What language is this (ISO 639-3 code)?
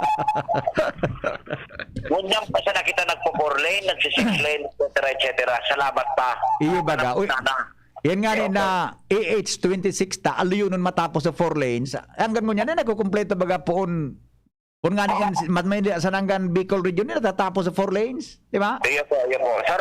bik